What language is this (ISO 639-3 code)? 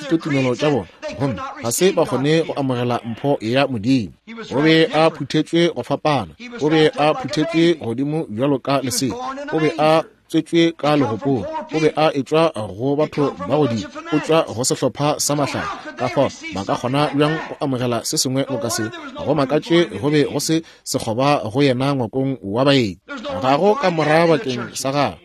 nso